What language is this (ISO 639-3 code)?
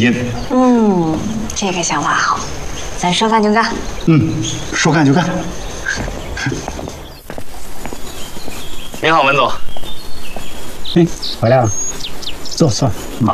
zho